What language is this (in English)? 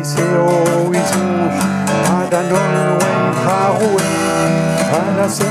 Breton